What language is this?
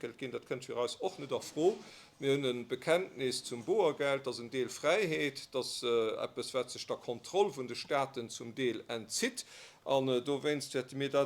Luxembourgish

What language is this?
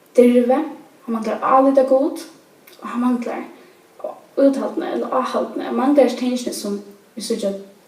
Faroese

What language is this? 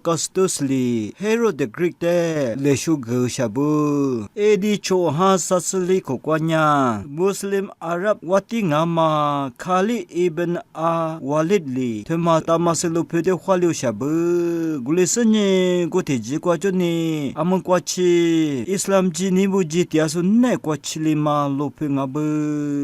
Lisu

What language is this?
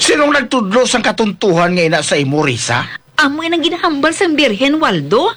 Hiligaynon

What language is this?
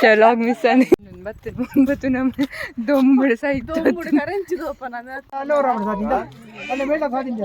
Tulu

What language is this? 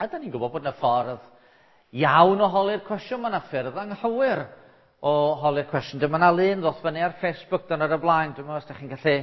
Welsh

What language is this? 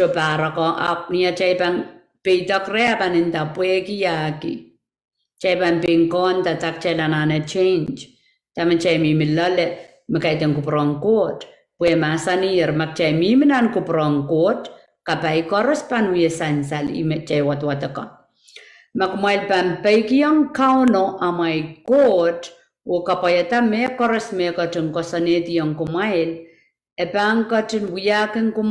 Pohnpeian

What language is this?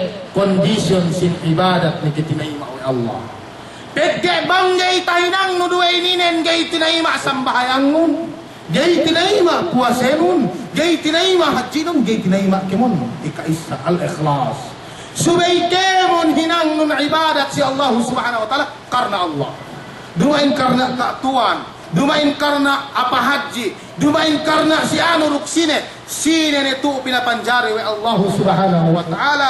Yakan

